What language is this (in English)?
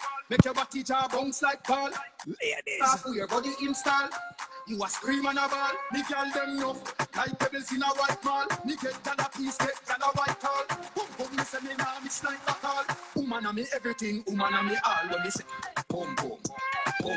Jamaican Creole English